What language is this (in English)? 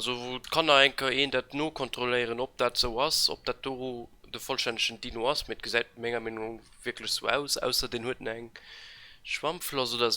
Luxembourgish